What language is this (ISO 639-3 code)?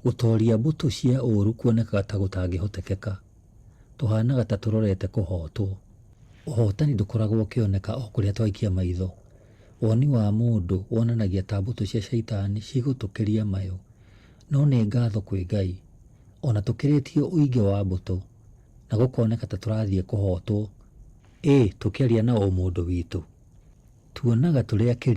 kik